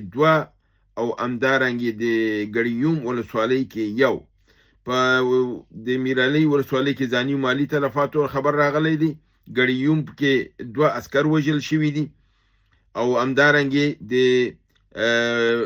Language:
Pashto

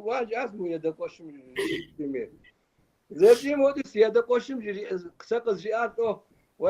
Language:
Kabardian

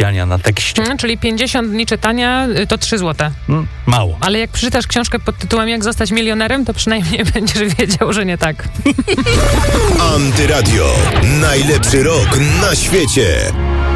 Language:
Polish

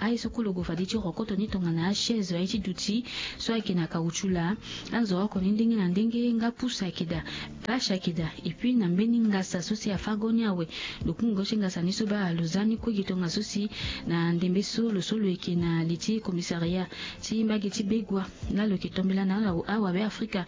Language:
Sango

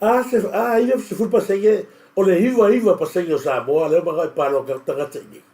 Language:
Samoan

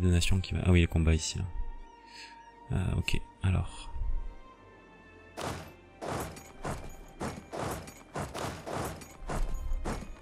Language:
French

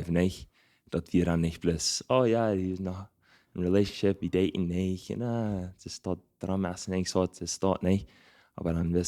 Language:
Plautdietsch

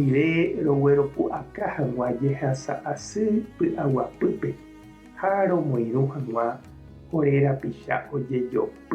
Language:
Guarani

